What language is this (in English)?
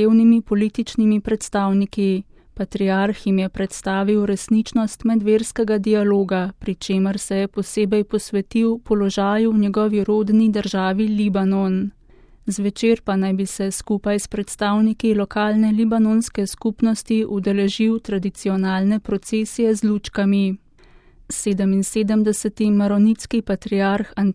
Slovenian